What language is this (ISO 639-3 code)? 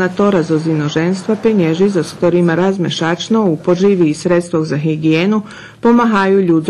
rue